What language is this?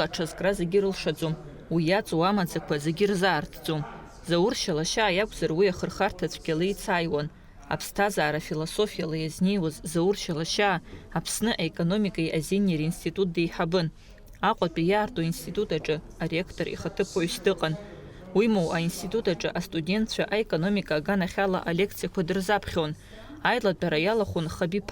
Abkhazian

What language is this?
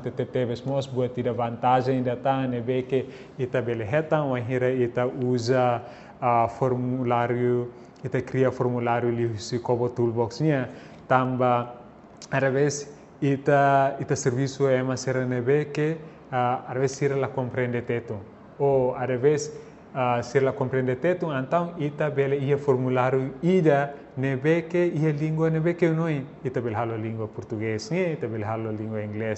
Tetum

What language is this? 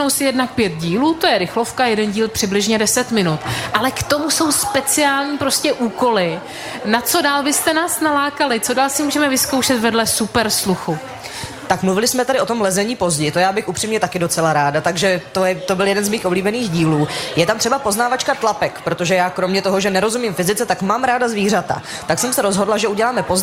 Czech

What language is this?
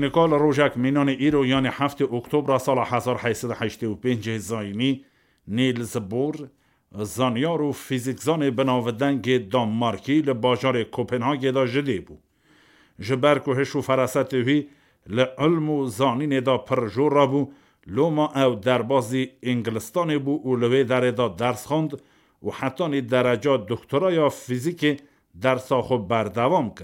Kurdish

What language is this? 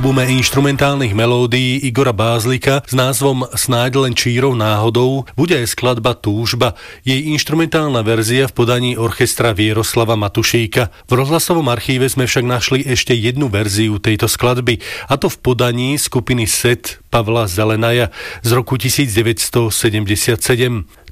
Slovak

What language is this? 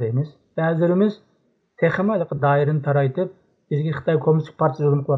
Uyghur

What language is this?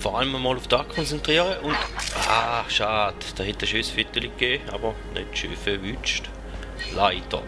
Swiss German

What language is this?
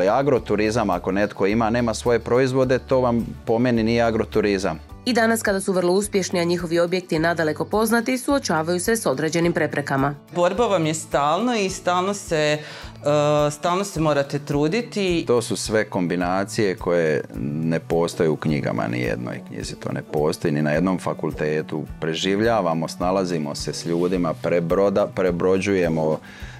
Croatian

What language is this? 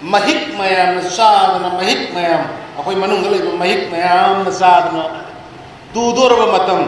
Manipuri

